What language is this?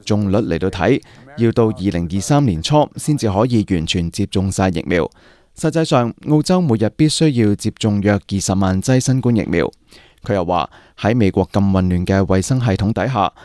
Cantonese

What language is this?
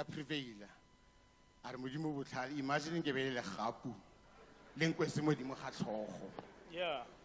Tswana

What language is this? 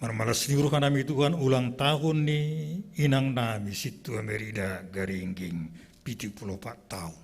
Batak Simalungun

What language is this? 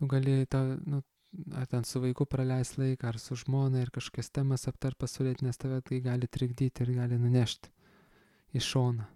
Lithuanian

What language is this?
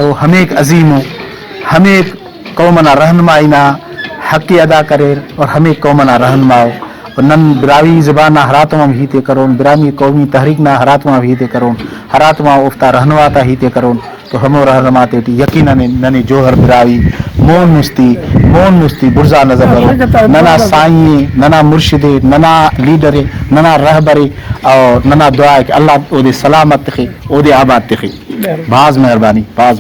Brahui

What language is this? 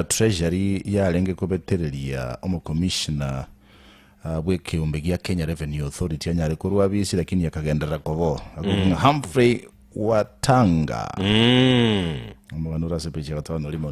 Gusii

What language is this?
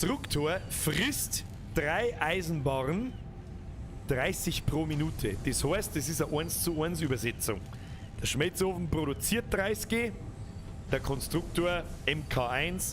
Bavarian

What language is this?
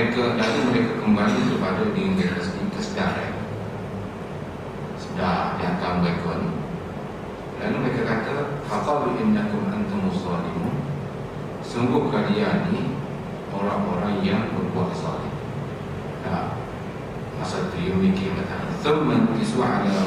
Malay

